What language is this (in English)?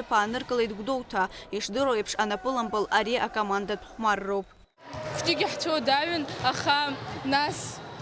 Abkhazian